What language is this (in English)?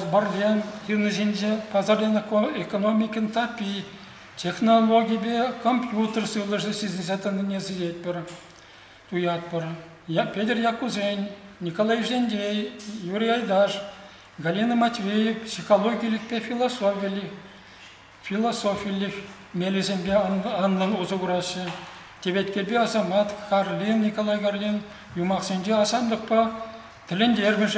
Chuvash